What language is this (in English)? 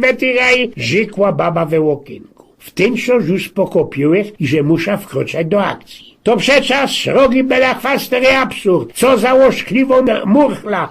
Silesian